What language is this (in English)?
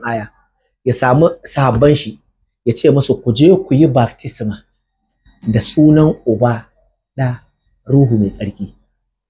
Hausa